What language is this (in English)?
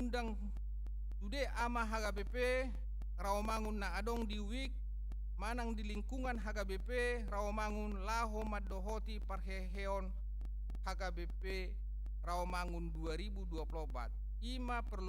Batak Toba